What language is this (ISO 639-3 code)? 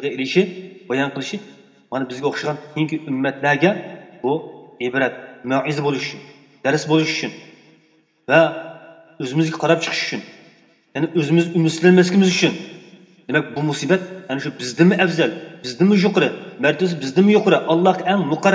uig